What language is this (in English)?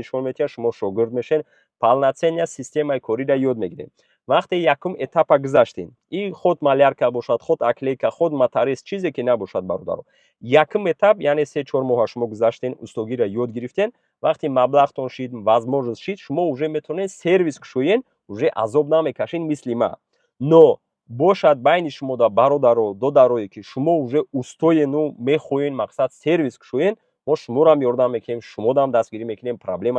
Tajik